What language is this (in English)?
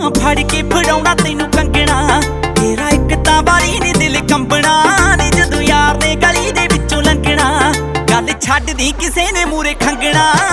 Punjabi